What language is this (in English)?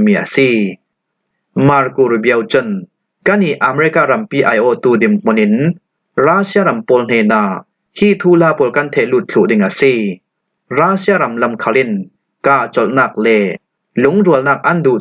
Falam Chin